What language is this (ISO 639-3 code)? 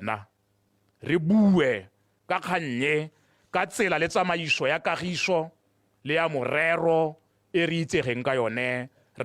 tsn